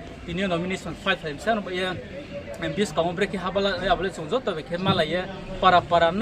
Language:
Riang (India)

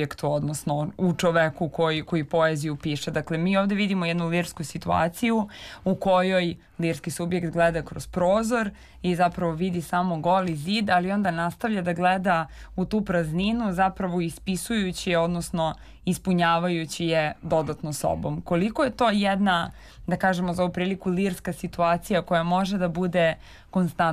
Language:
Serbian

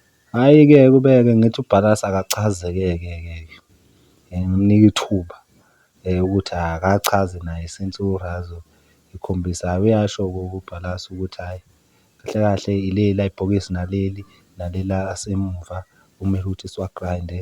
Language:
Zulu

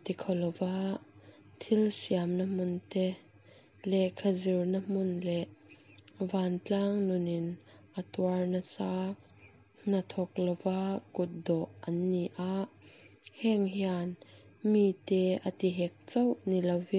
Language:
Mizo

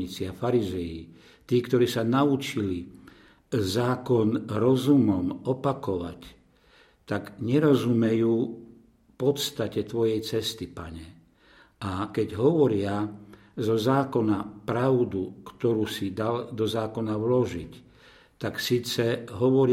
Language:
Slovak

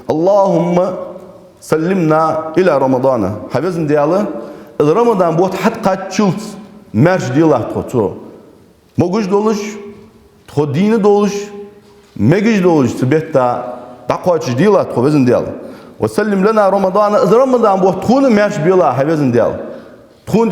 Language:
Ingush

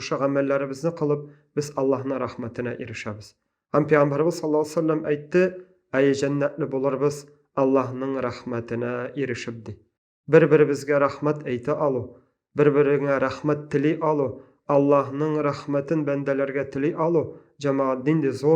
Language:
Tatar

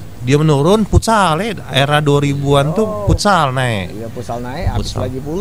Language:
Musi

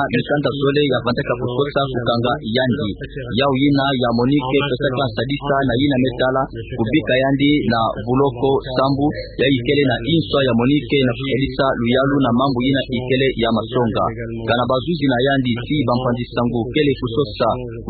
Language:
Kituba (Democratic Republic of Congo)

